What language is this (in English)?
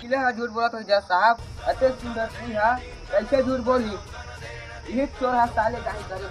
Chhattisgarhi